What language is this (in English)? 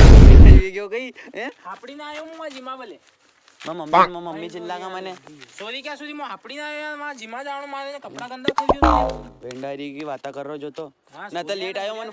Rajasthani